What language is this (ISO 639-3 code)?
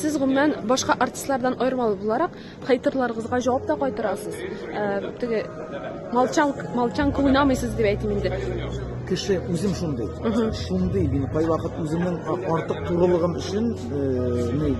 tat